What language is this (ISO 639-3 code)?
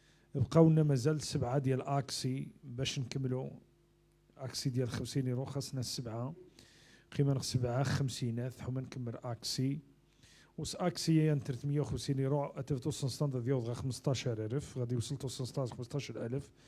ary